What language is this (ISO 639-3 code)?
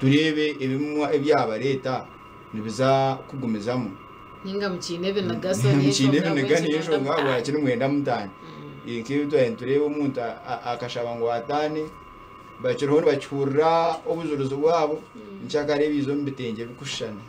nyn